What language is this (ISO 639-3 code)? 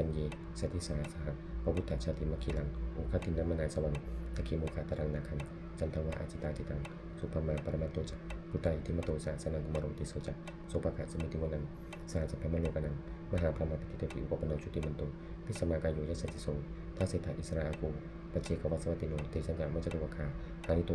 pli